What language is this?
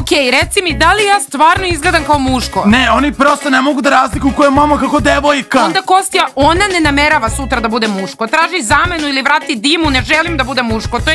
Serbian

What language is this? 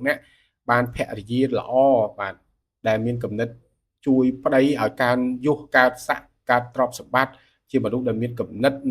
Khmer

